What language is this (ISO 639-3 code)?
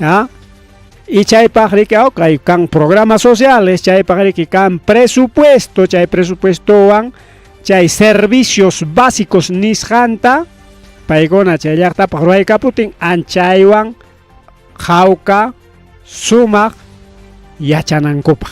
quy